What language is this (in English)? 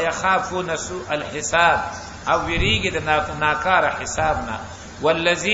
Pashto